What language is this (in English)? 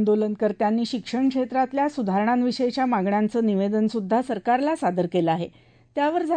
Marathi